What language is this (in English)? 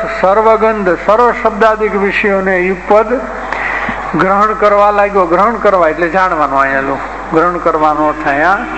Gujarati